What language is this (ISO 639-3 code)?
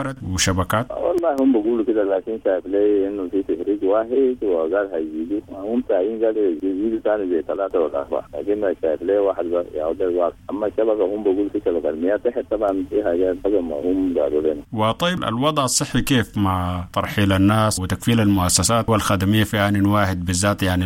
apd